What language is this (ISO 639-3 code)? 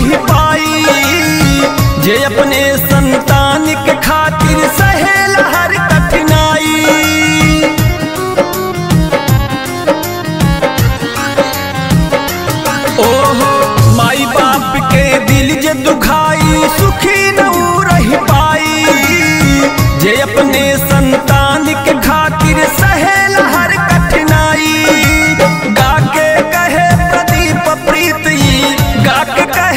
bho